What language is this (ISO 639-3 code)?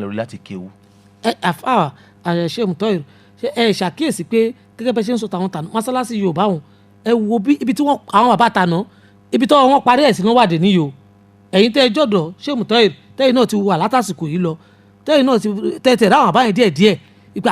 yor